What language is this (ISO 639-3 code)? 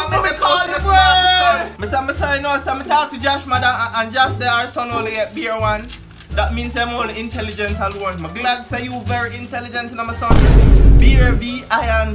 jam